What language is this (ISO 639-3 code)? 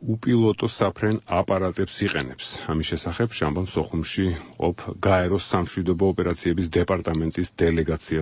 kat